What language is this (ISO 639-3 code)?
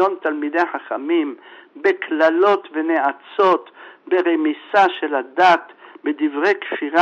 heb